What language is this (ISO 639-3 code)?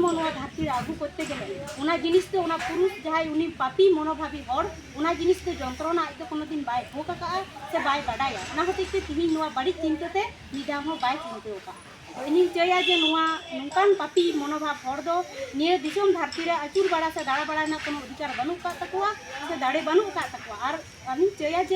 sat